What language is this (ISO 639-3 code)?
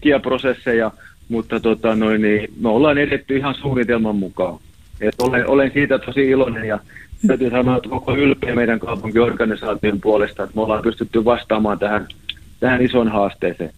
fin